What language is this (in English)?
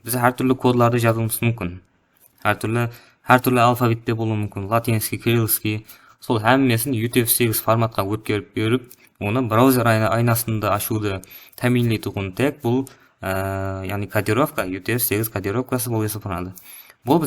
Kara-Kalpak